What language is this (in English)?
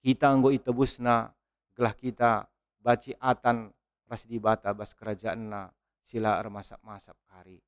Batak Karo